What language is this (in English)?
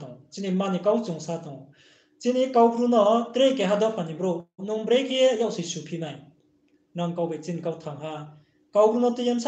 Riang (India)